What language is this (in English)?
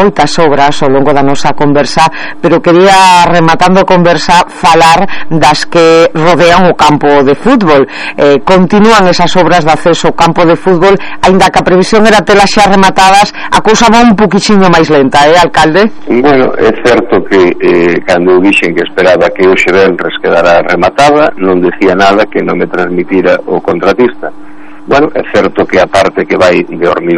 Galician